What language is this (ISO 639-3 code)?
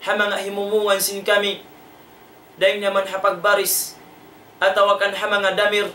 tsg